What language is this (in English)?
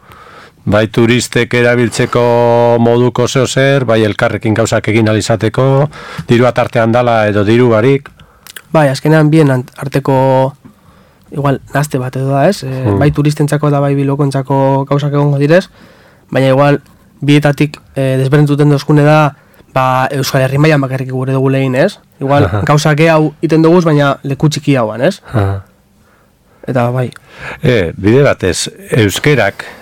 Basque